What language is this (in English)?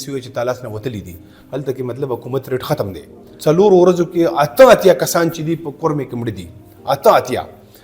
Pashto